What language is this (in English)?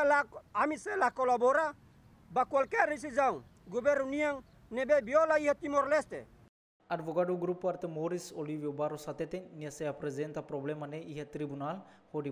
Tetum